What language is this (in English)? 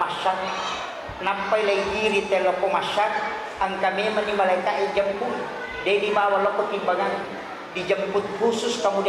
Buginese